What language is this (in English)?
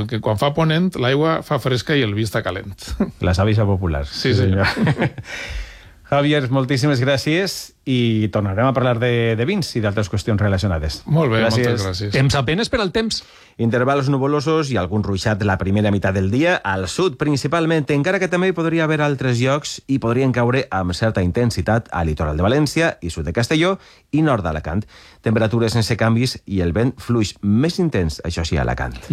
Catalan